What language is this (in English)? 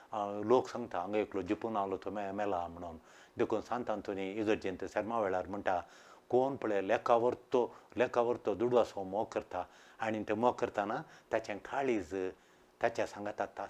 Konkani